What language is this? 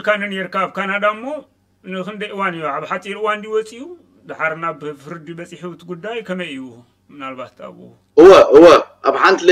Tigrinya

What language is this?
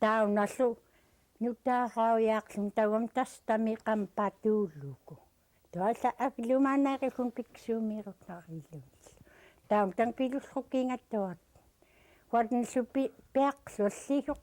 Central Yupik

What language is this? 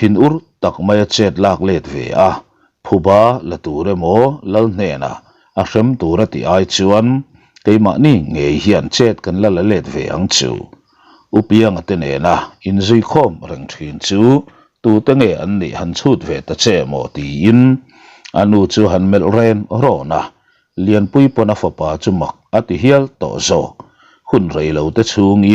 Mizo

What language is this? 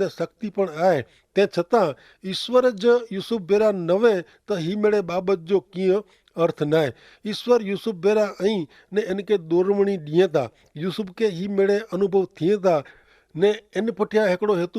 Kachhi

